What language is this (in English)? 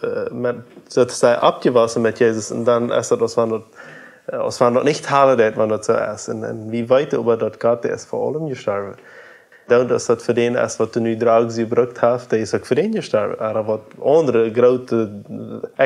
Plautdietsch